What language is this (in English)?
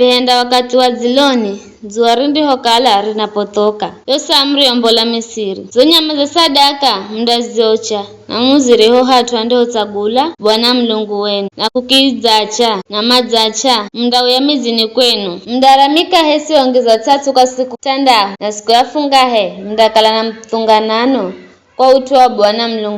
Giryama